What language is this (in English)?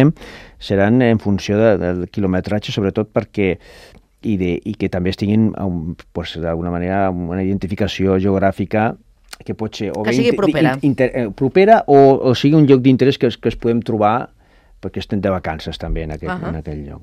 Catalan